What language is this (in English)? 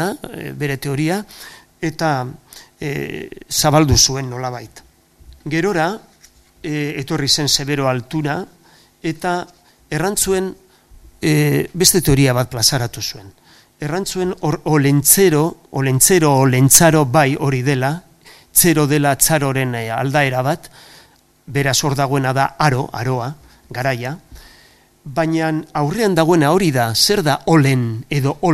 Basque